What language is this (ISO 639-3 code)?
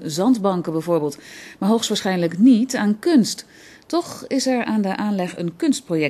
nld